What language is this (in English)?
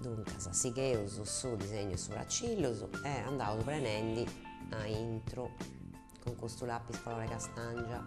Sardinian